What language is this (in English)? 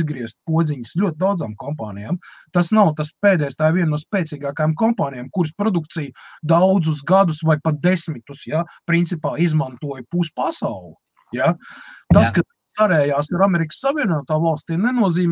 Latvian